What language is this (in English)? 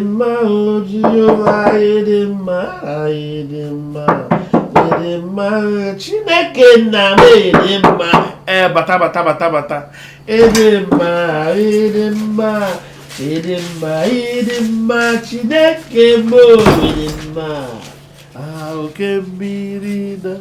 Igbo